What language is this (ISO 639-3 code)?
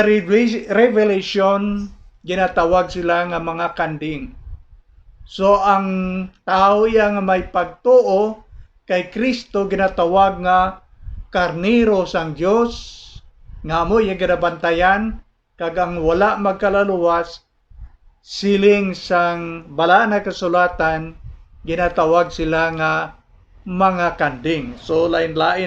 hil